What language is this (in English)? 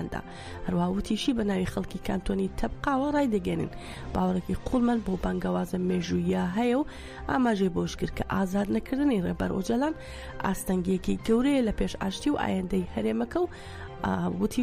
Central Kurdish